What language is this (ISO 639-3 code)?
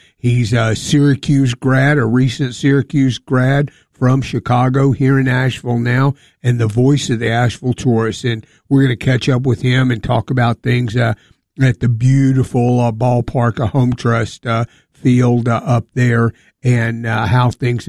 eng